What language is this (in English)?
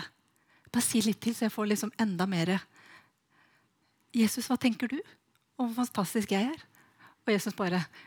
Norwegian